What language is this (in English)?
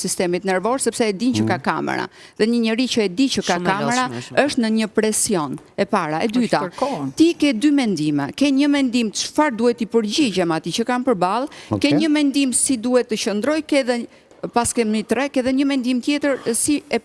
Albanian